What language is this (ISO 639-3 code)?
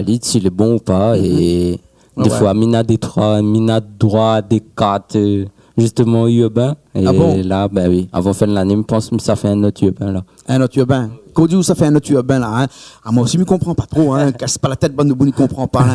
rcf